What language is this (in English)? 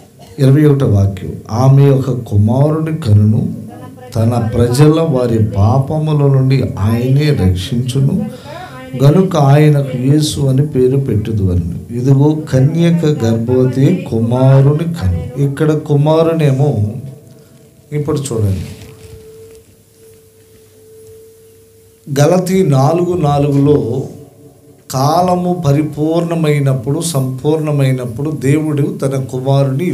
Telugu